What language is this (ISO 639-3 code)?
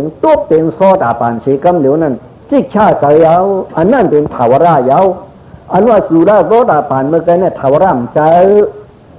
shn